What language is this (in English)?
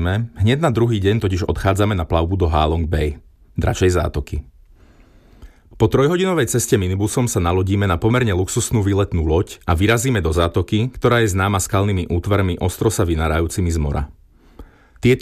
Slovak